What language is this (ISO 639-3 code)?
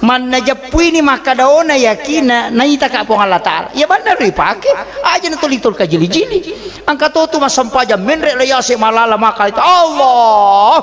bug